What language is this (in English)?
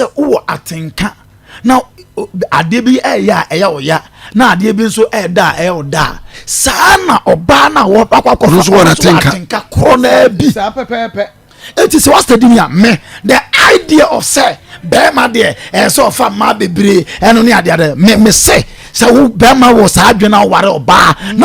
Akan